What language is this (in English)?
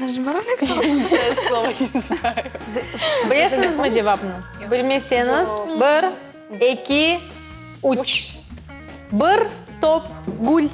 Crimean Tatar